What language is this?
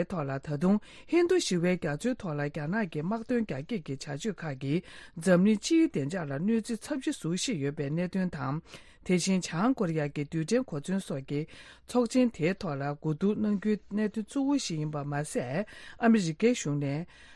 Tibetan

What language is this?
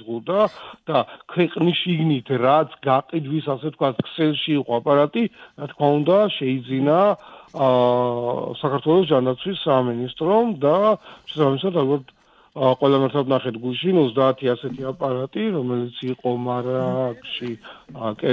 Georgian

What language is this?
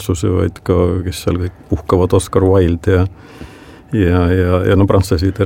Estonian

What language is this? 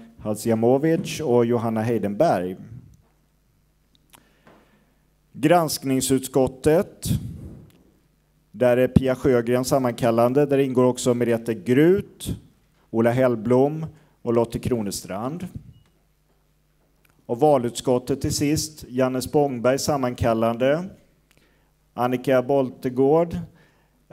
Swedish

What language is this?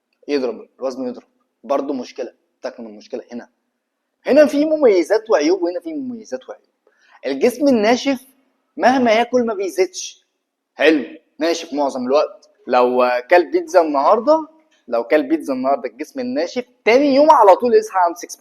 Egyptian Arabic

